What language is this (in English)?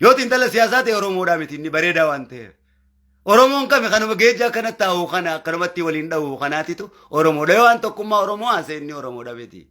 Oromo